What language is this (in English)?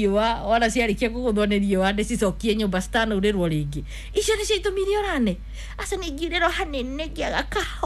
Kikuyu